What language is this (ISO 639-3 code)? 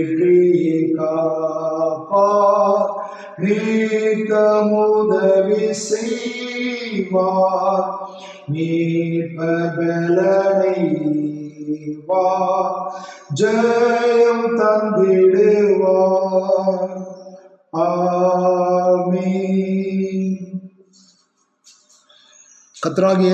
tam